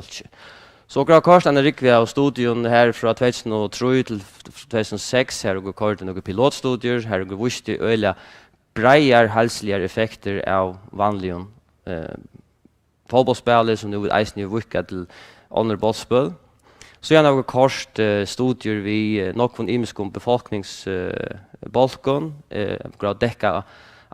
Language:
Faroese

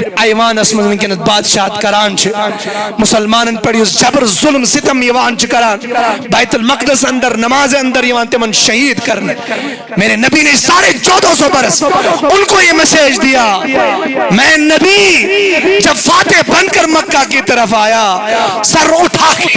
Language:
Kashmiri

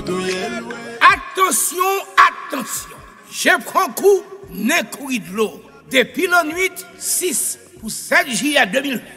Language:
Haitian Creole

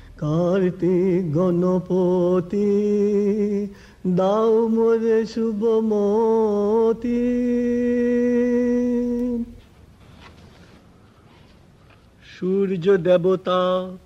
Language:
Bangla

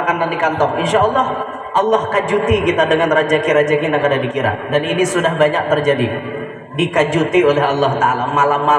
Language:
Banjar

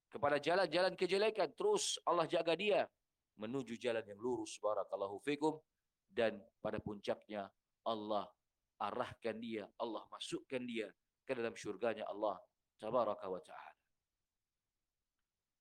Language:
Indonesian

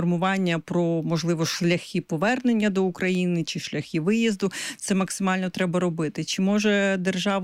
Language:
Ukrainian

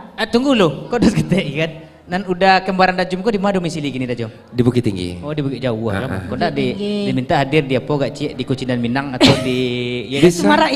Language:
Minangkabau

